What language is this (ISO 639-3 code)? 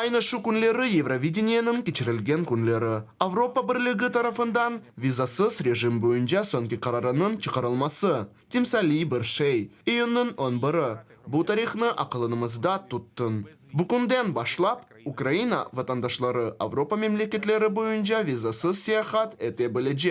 crh